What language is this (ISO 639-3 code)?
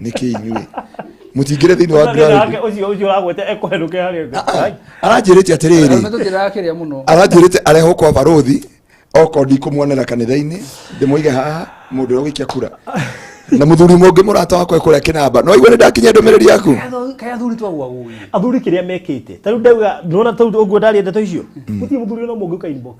kik